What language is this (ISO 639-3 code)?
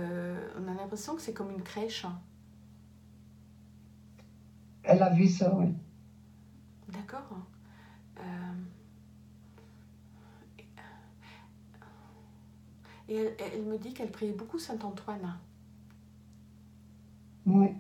fra